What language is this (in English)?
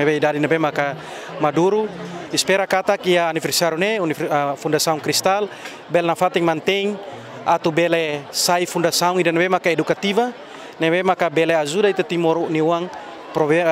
Tetum